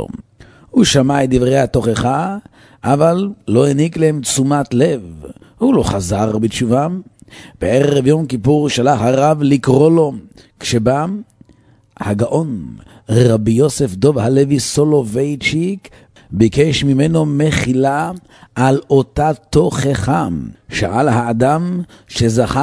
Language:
Hebrew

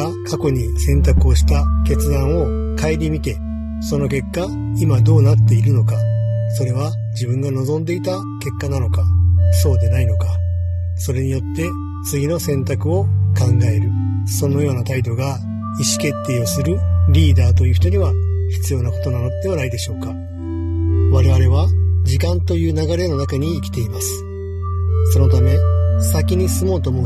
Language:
Japanese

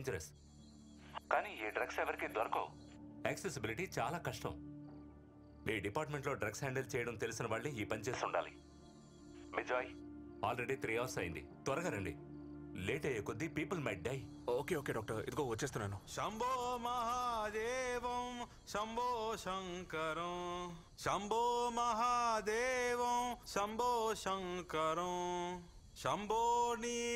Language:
Telugu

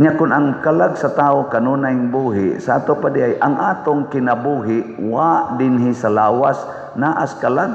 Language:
Cebuano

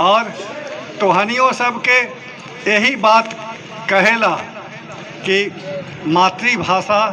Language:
Magahi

